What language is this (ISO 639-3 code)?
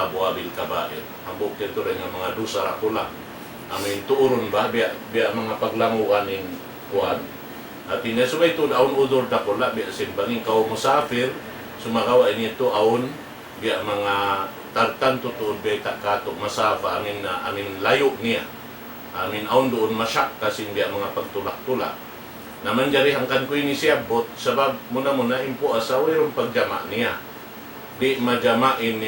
tsg